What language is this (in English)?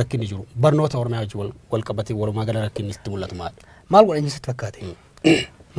Oromo